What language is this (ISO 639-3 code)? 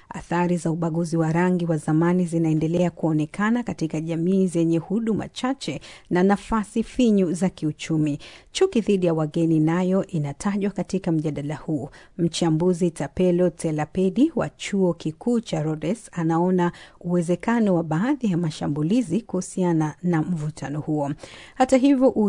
swa